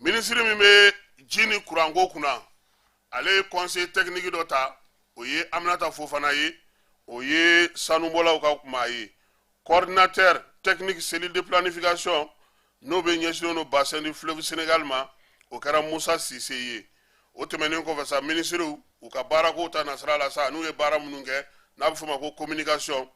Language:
Bambara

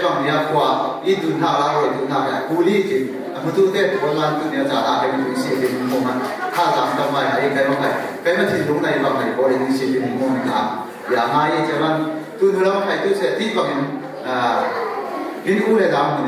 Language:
Falam Chin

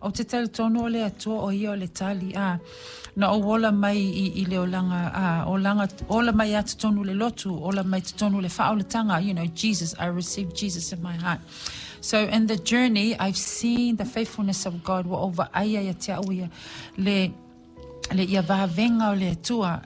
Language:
Samoan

